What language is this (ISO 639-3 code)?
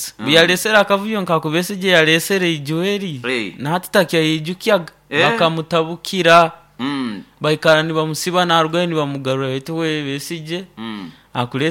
nyo